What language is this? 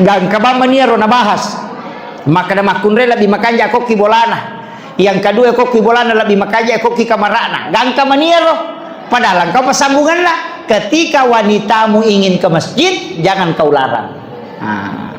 Buginese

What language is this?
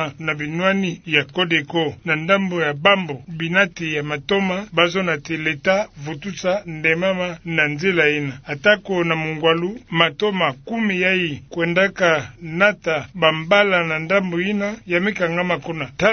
Kituba (Democratic Republic of Congo)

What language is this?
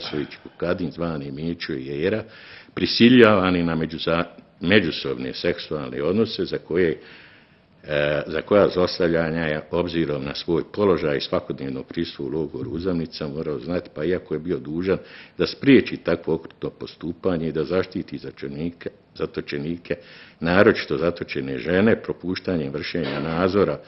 Bosnian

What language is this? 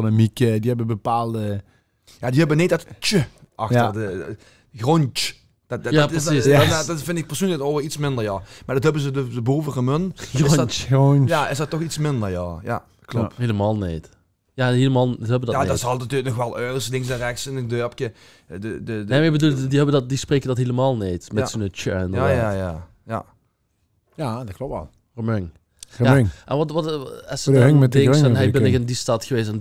Limburgish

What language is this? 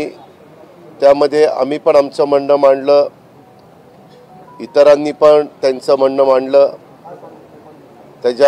Marathi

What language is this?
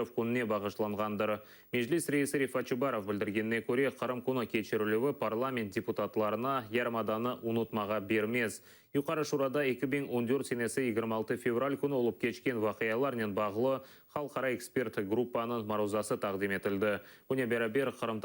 Crimean Tatar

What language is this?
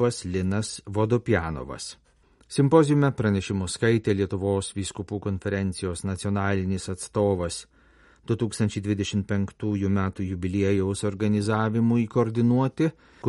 Lithuanian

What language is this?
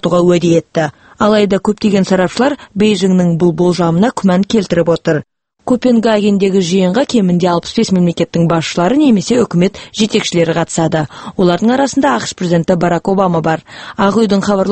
Kazakh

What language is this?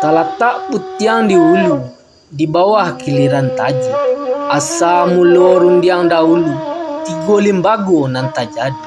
Minangkabau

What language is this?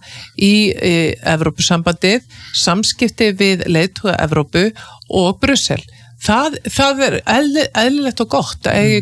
Icelandic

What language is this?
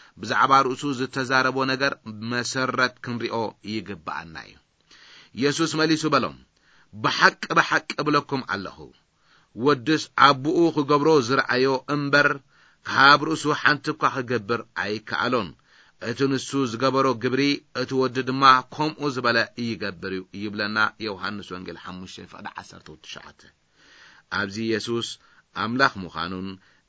Tigrinya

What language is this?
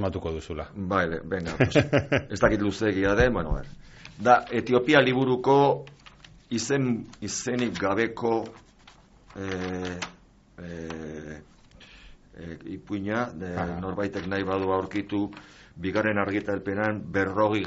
Basque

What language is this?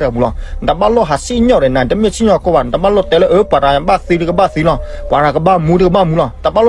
S'gaw Karen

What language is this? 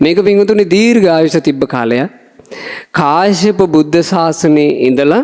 Sinhala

